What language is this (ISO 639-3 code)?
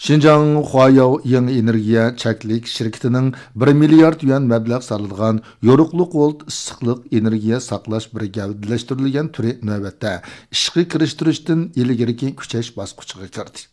uig